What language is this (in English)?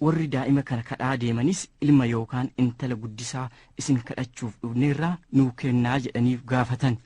Oromo